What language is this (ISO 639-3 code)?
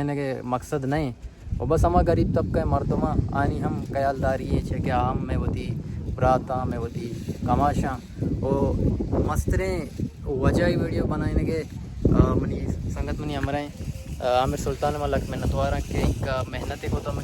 bal